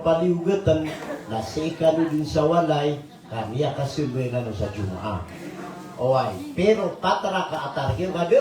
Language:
Maranao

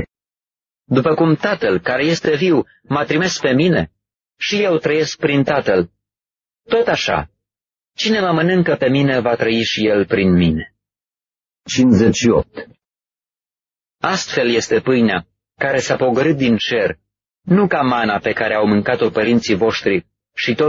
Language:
Romanian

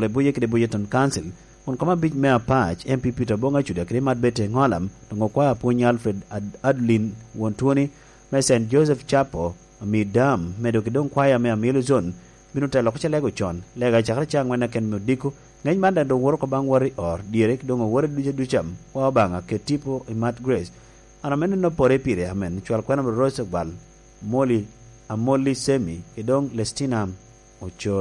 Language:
Lango (Uganda)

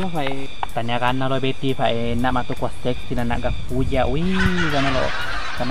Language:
Buginese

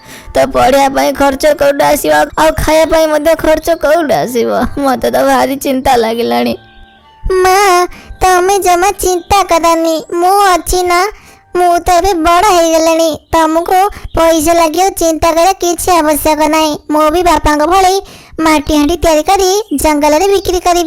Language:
Odia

